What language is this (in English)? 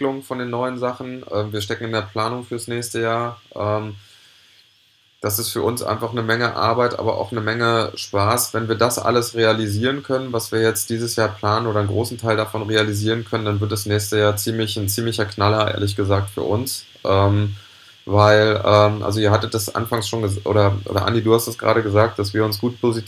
German